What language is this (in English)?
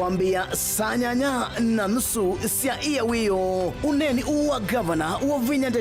Kamba